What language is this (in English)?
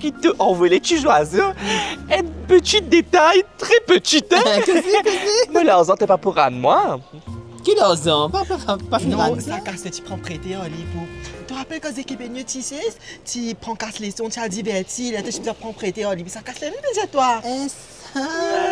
Morisyen